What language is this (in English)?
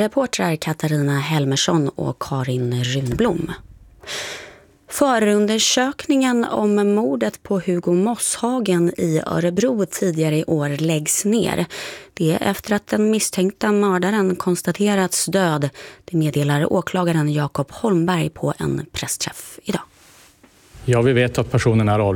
Swedish